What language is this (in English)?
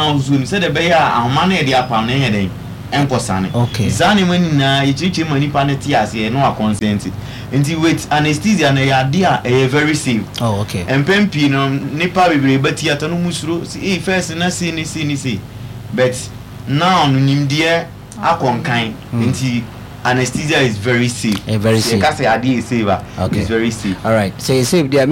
Akan